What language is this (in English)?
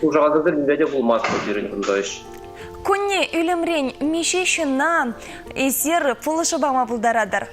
Chuvash